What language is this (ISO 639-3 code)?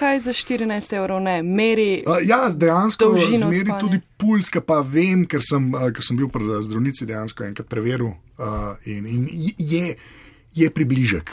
slv